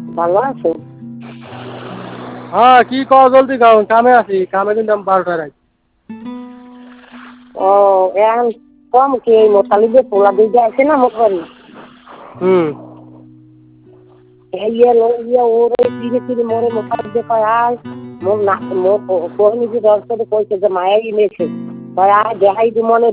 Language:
Bangla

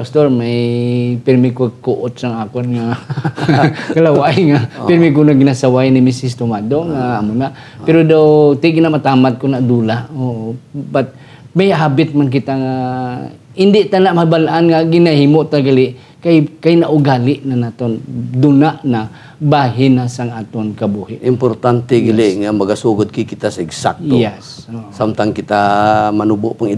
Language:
Hiligaynon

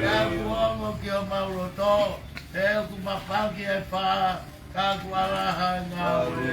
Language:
Tongan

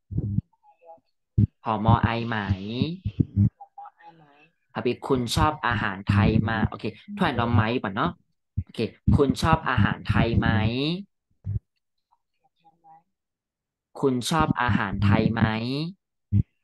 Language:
Thai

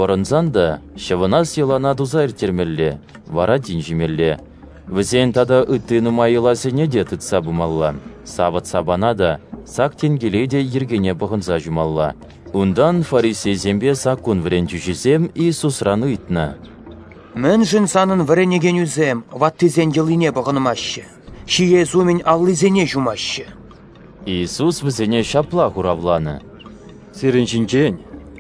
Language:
Chuvash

